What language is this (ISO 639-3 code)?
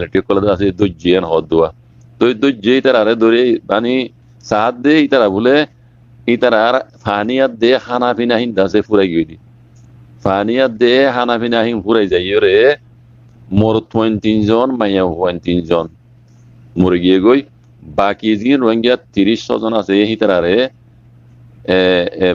rhg